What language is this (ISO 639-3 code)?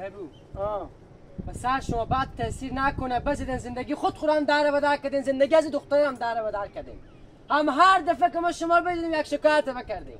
haz